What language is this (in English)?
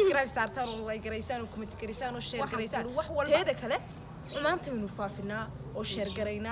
Somali